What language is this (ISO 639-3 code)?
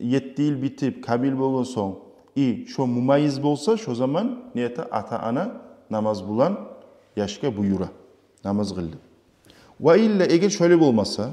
kum